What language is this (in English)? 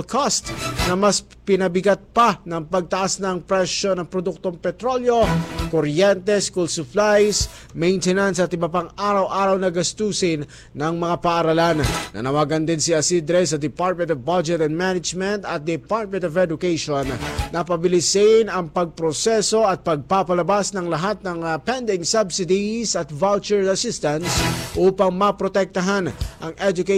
Filipino